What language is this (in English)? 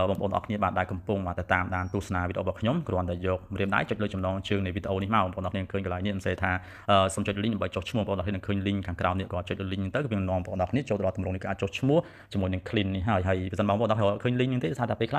Khmer